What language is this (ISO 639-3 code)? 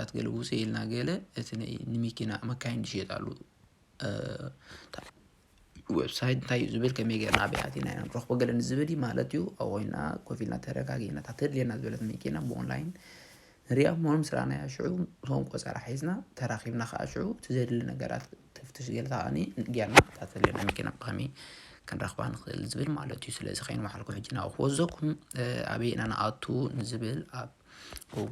tir